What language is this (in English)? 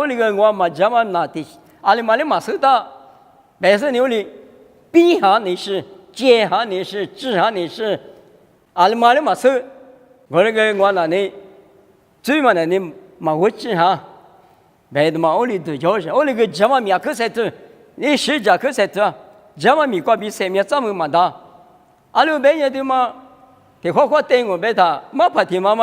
Lisu